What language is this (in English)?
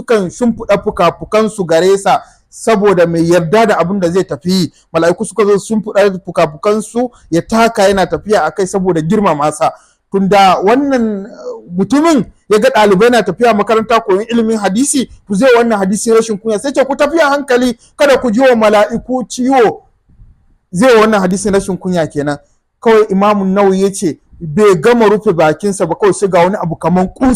Hausa